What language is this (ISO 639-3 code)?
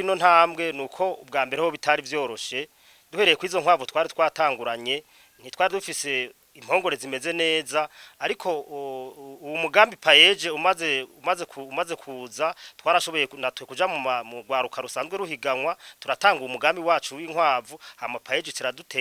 run